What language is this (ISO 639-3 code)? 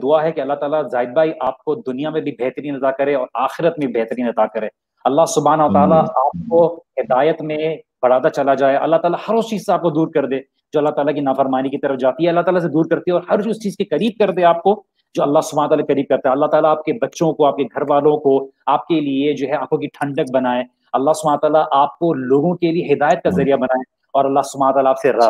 urd